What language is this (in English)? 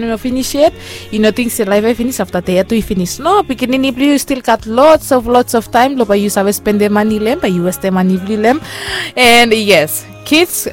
Bislama